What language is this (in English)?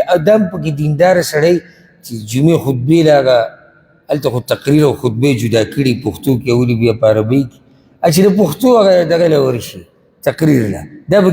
Pashto